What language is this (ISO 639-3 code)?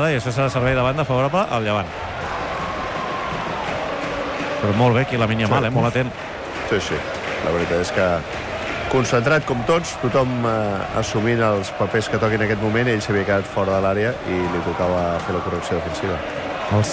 cat